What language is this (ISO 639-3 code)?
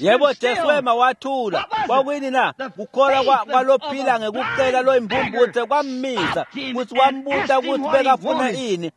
ssw